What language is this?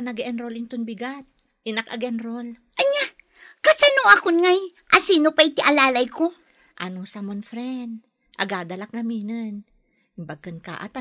Iloko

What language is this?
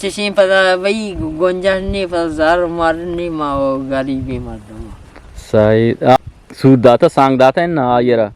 Eastern Balochi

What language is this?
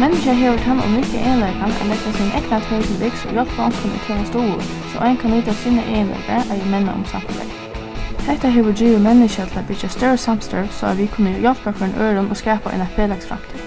Faroese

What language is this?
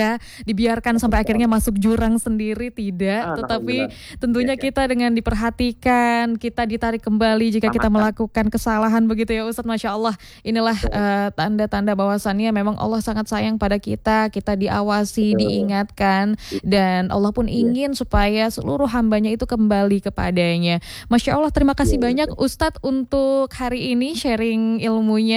Indonesian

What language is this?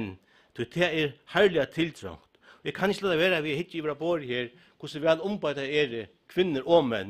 Faroese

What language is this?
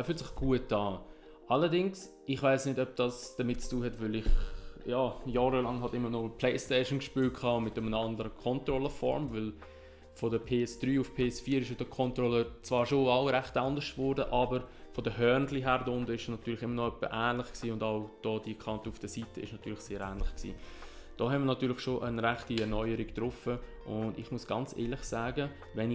Swiss German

